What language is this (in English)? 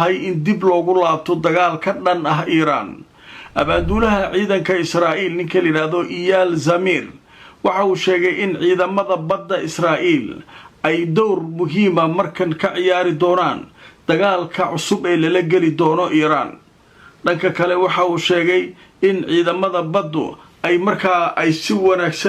Somali